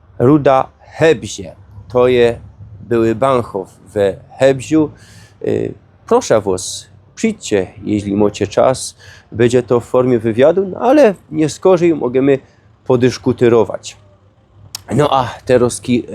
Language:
Silesian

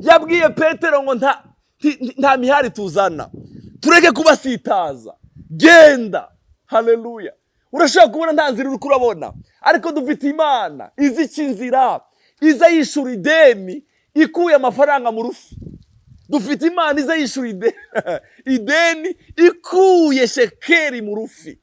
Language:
Rundi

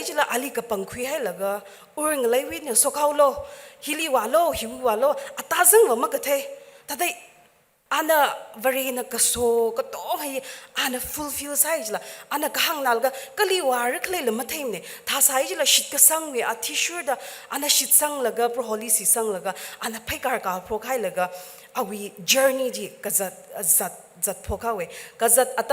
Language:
Tangkhul Naga (India)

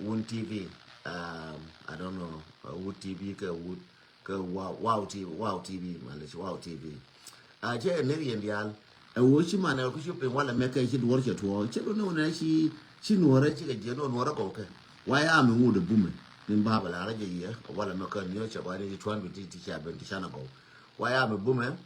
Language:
Nuer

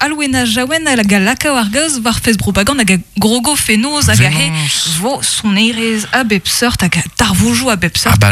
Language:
Breton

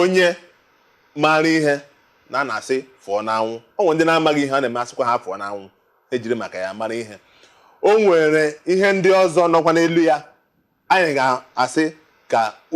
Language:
Igbo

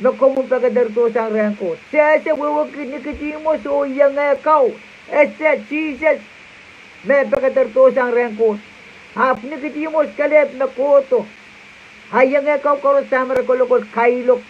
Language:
Pohnpeian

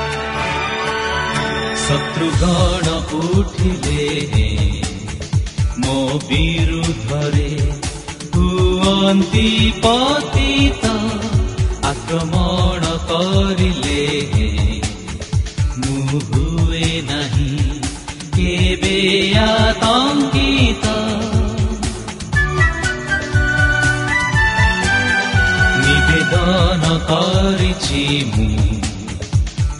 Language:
Odia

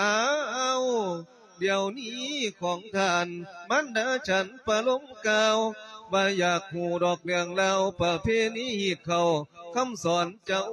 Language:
Lao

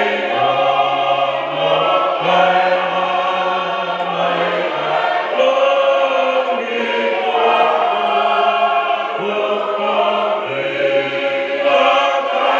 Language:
Tongan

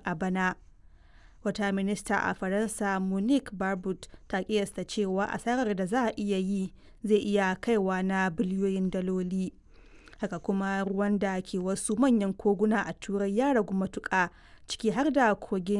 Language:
Hausa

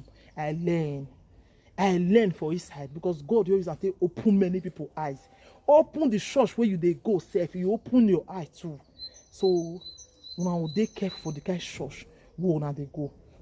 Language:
Nigerian Pidgin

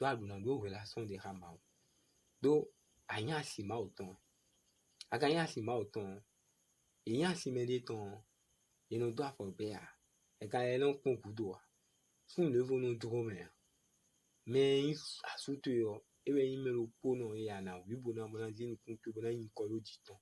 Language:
Fon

